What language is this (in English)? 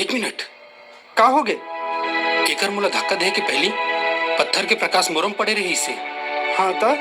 Chhattisgarhi